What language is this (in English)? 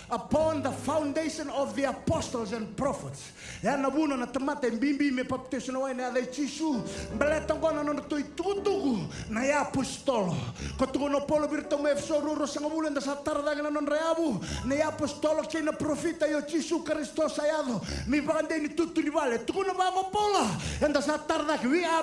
Fijian